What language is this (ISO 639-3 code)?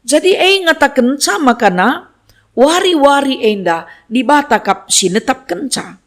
btx